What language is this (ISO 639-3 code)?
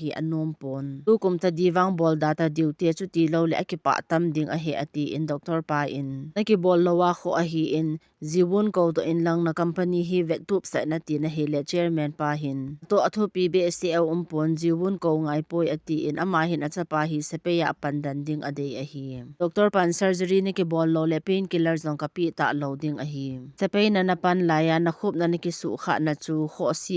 tcz